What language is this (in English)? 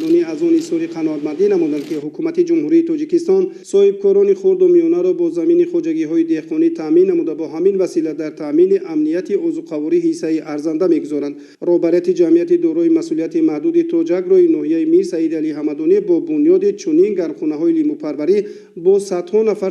Tajik